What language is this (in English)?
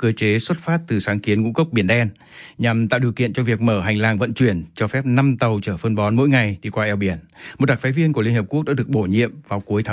Vietnamese